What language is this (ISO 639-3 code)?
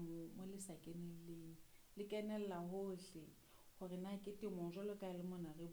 sot